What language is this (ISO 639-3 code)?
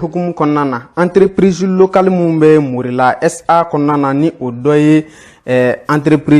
bam